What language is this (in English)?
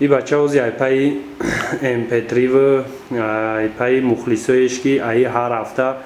Tajik